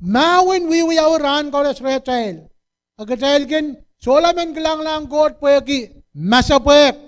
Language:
Pohnpeian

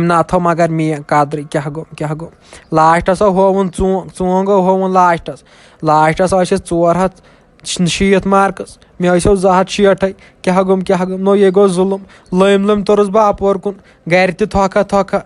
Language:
Kashmiri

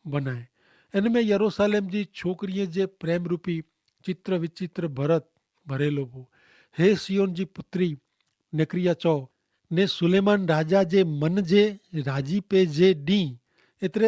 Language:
Kachhi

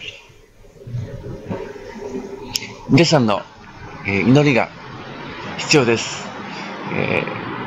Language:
Japanese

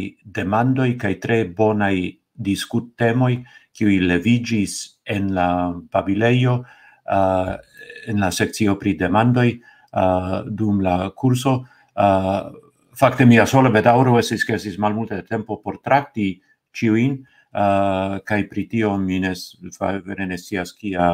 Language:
Esperanto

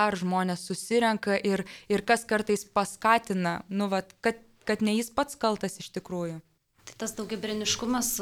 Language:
Lithuanian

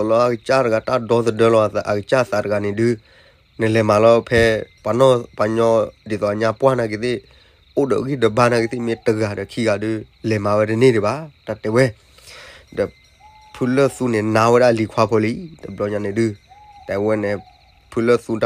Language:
S'gaw Karen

